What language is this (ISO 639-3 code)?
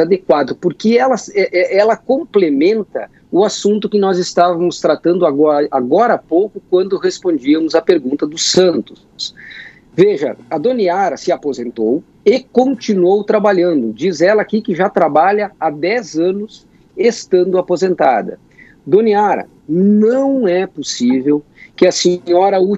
por